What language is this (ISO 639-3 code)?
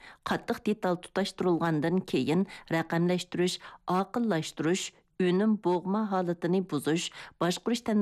uig